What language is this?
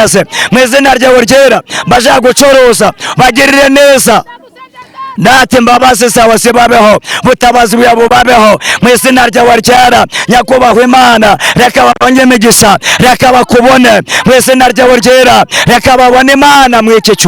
Kinyarwanda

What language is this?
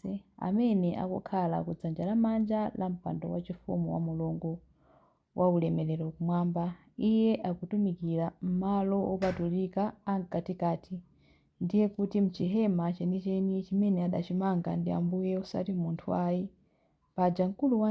Nyanja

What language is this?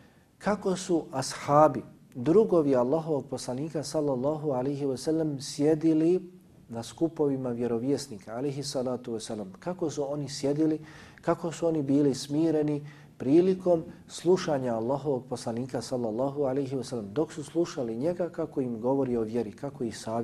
Bosnian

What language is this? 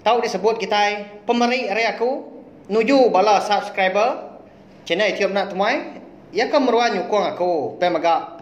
Iban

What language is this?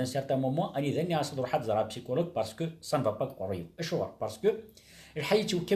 Kabyle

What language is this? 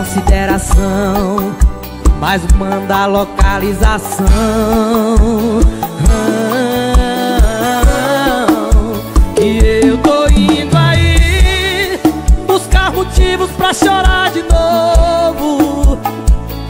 Portuguese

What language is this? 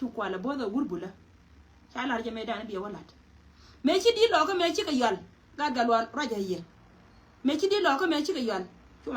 Nuer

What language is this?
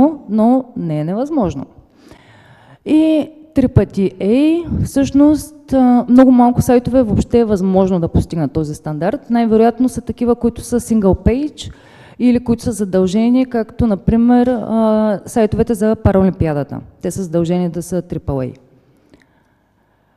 Bulgarian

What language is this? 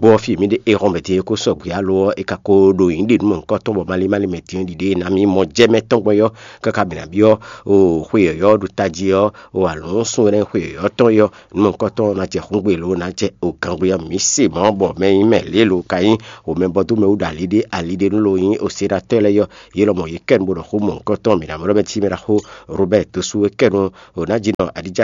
Fon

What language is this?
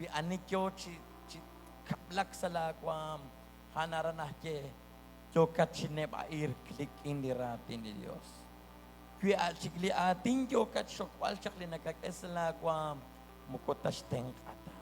Kekchí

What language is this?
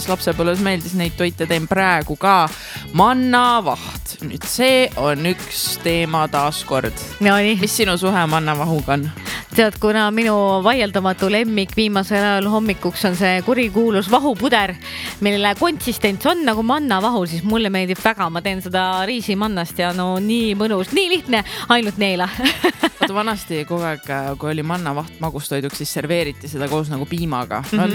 Estonian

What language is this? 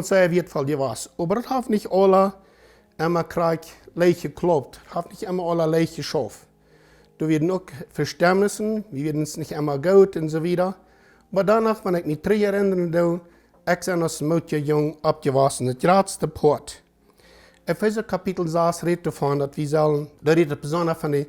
Plautdietsch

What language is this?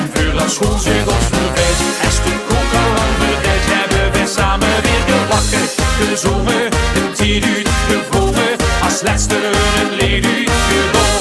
Limburgish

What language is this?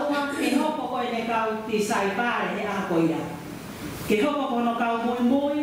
Tongan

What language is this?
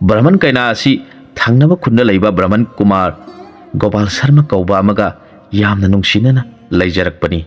Manipuri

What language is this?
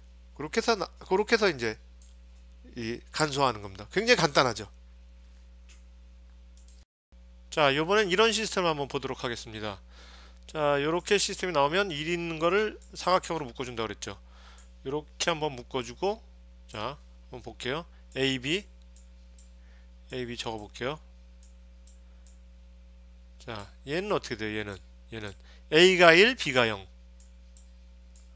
Korean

